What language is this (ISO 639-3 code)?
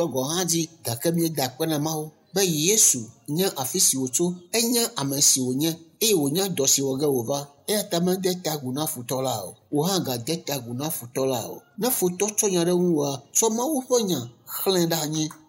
ewe